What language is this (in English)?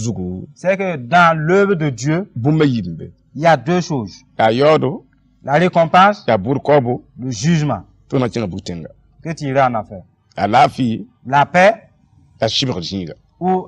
Mossi